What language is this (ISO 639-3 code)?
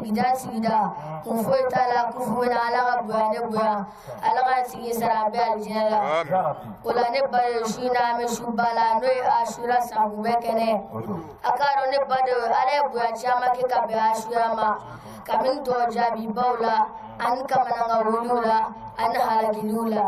bam